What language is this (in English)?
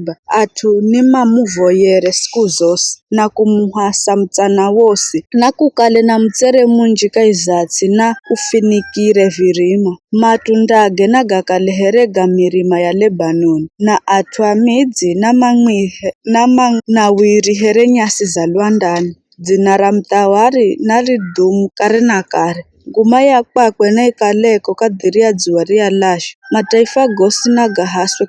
Giryama